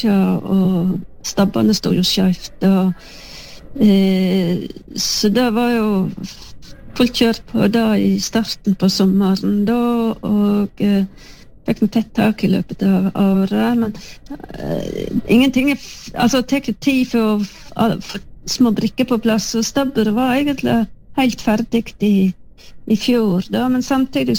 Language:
Norwegian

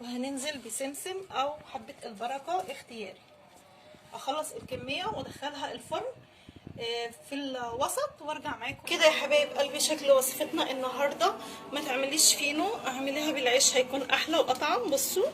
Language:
Egyptian Arabic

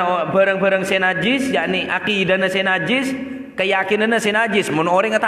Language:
Madurese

